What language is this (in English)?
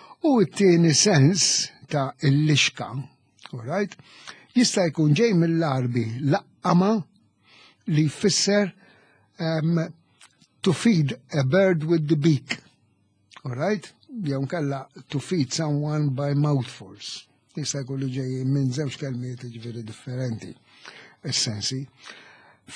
Maltese